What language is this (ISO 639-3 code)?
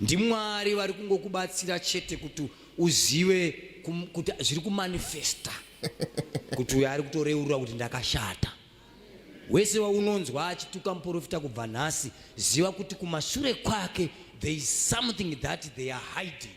sna